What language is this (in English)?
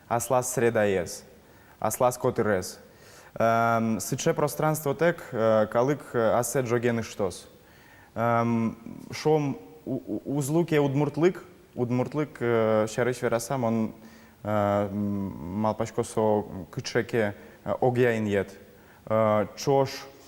Udmurt